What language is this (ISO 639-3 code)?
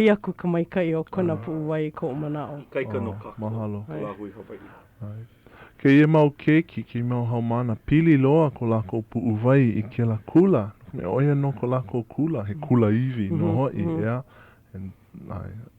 haw